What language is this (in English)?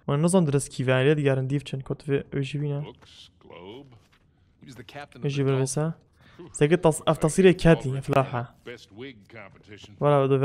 Kurdish